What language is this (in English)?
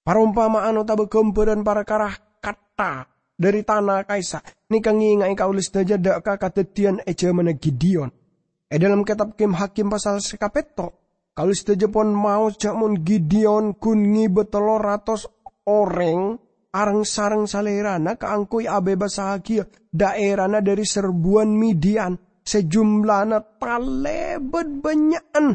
Madurese